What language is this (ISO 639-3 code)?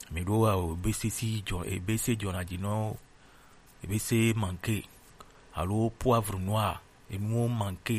gej